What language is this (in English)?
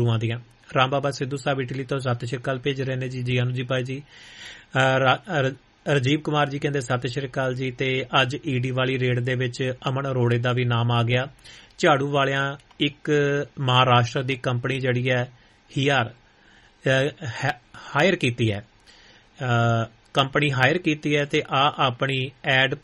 Punjabi